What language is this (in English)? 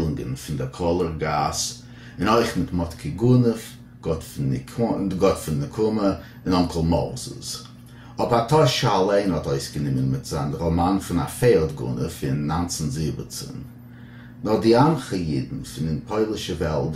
Yiddish